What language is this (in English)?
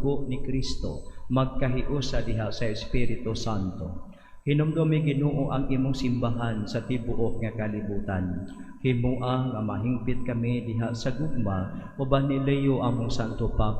Cebuano